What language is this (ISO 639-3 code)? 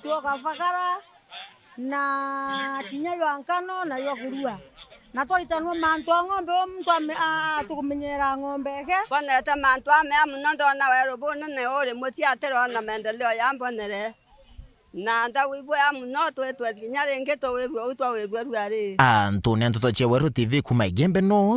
mer